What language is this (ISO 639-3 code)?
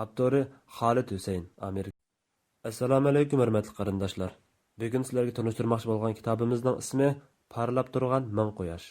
uig